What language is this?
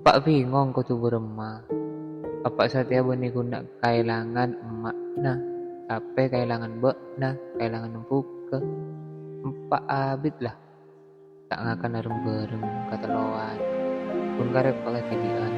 Madurese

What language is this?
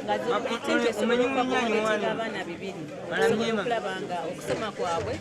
Nyankole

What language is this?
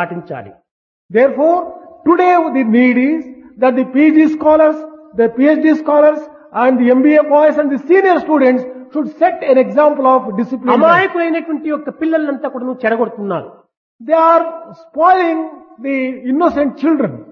Telugu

